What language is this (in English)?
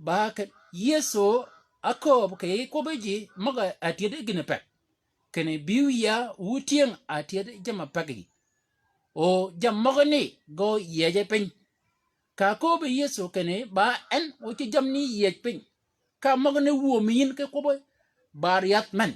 Shilluk